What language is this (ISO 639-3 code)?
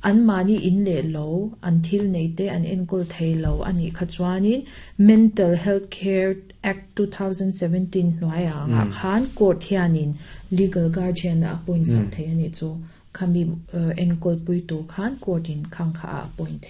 lus